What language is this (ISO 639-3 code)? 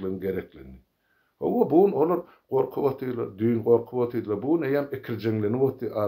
tuk